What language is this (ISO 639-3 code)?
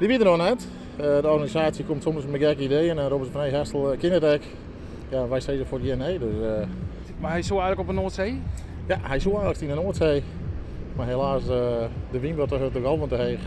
fry